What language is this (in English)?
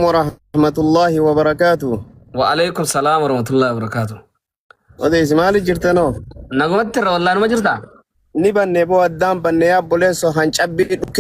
Oromo